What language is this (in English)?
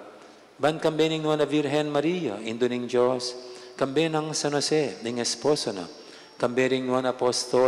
Pampanga